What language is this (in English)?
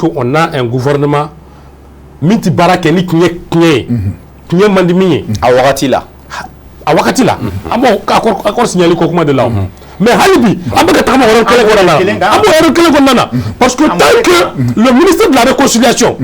Bambara